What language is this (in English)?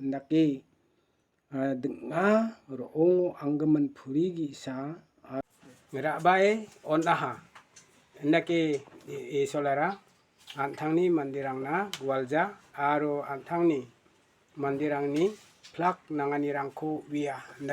Garo